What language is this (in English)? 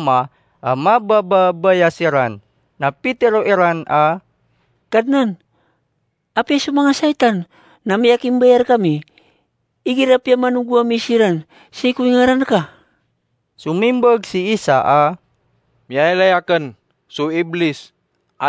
Maranao